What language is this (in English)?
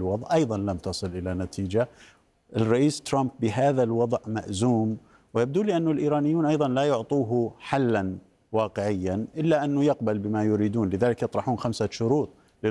Arabic